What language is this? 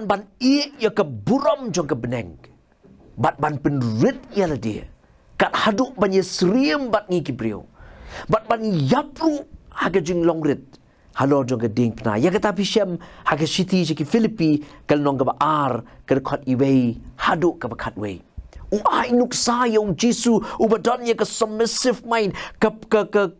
Khasi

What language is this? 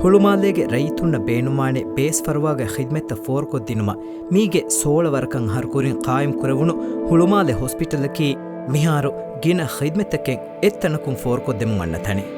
Divehi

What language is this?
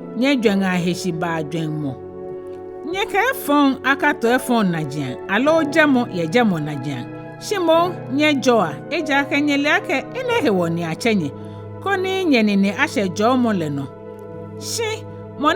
Ga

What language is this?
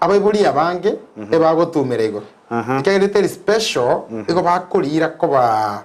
Gusii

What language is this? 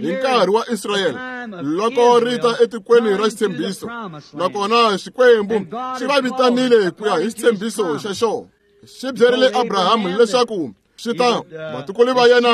Tsonga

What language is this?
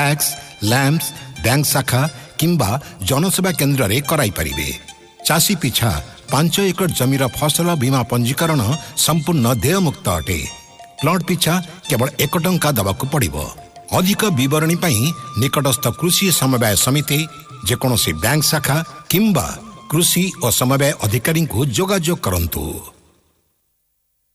Odia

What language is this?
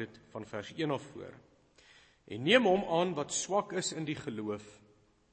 Afrikaans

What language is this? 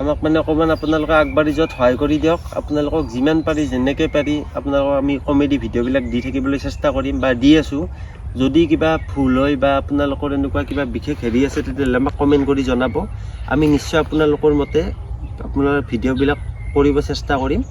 Assamese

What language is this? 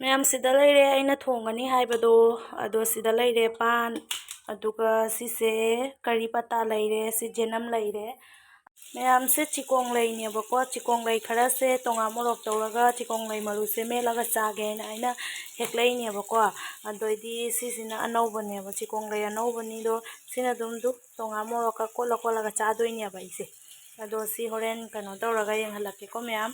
Manipuri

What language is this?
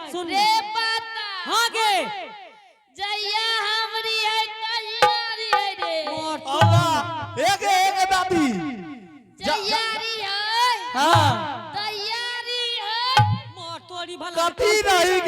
Angika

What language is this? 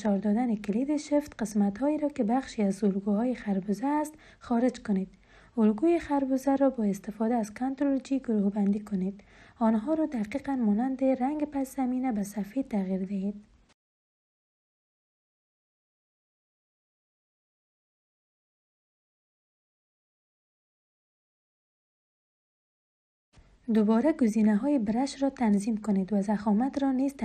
Persian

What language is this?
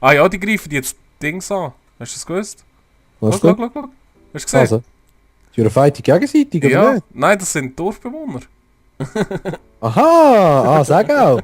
Swiss German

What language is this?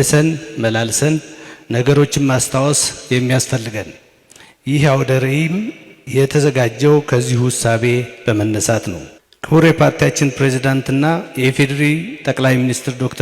Amharic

